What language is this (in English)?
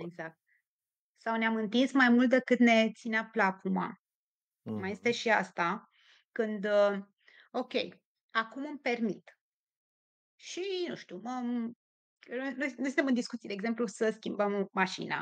Romanian